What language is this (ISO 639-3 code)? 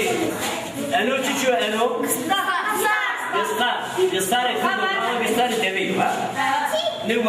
zza